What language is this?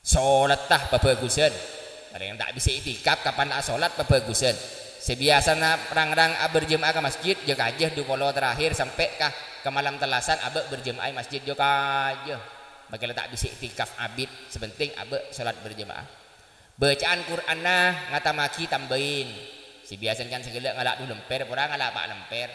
Madurese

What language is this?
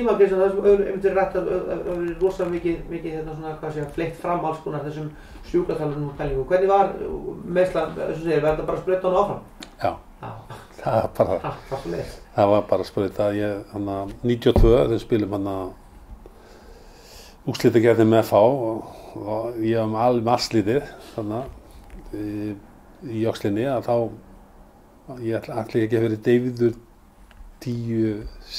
Icelandic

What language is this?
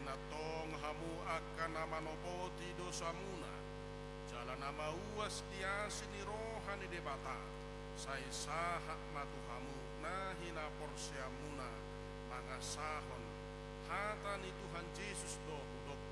Batak Toba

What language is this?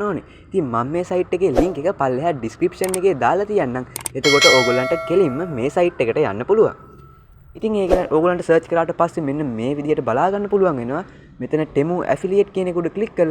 Sinhala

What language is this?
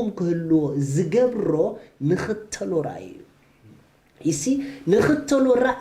Tigrinya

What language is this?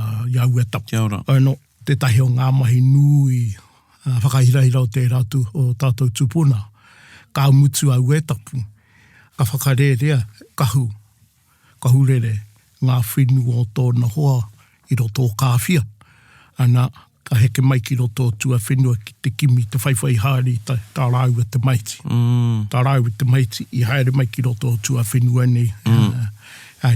Māori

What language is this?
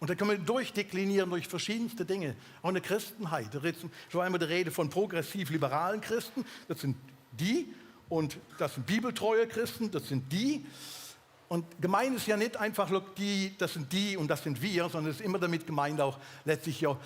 Swiss German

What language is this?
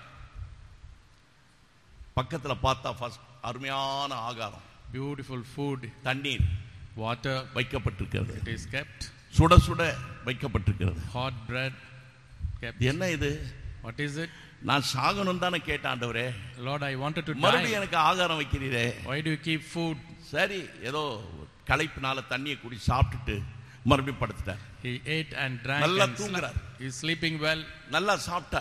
Tamil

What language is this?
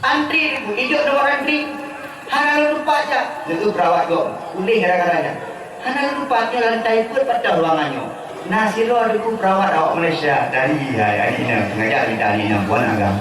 Achinese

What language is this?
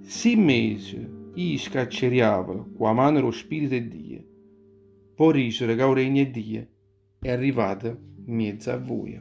Neapolitan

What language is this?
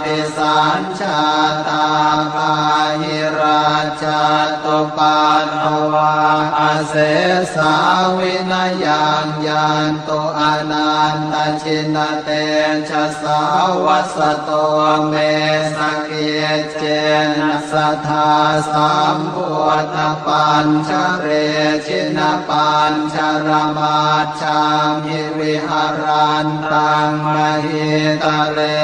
Pali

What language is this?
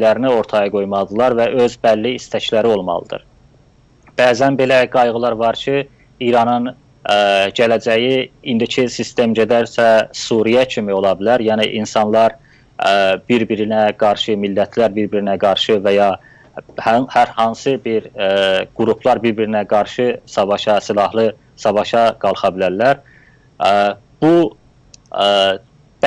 South Azerbaijani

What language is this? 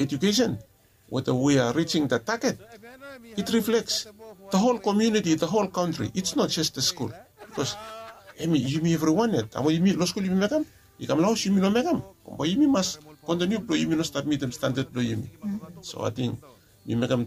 Bislama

